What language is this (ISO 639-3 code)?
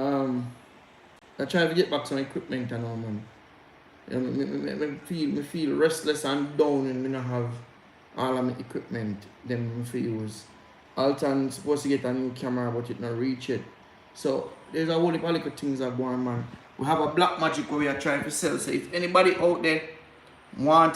jam